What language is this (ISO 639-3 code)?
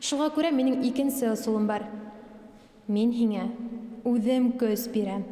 bak